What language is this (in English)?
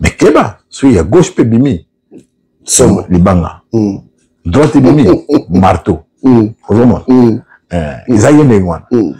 Lingala